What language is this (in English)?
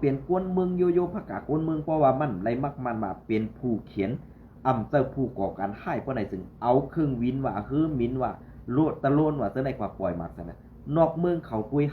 Shan